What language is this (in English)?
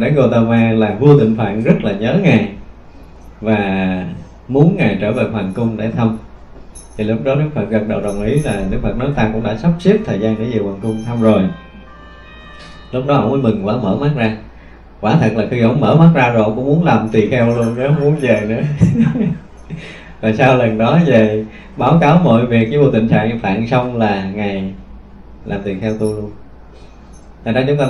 Vietnamese